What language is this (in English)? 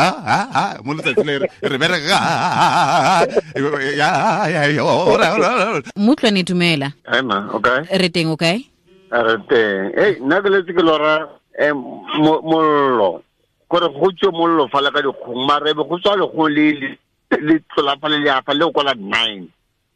Tswana